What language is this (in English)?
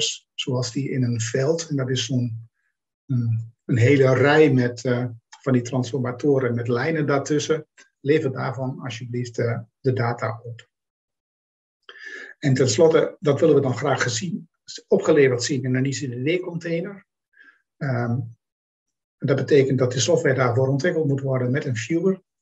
Dutch